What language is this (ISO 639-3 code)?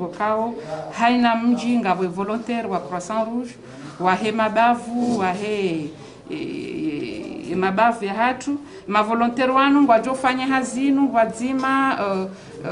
zdj